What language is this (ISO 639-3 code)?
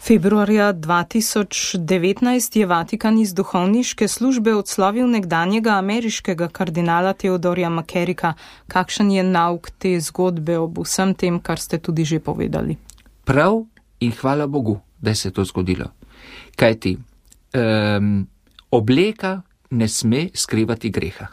slv